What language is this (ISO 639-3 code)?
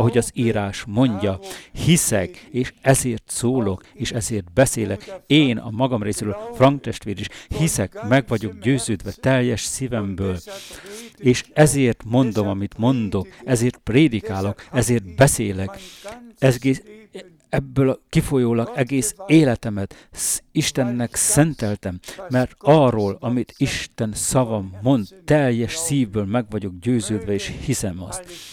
hun